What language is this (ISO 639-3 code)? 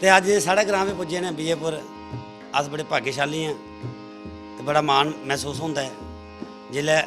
doi